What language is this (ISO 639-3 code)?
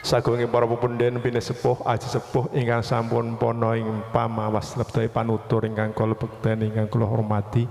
jav